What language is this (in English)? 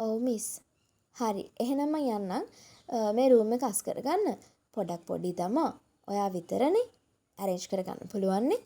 Sinhala